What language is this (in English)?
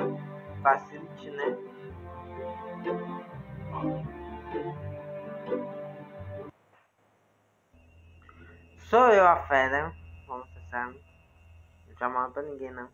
Portuguese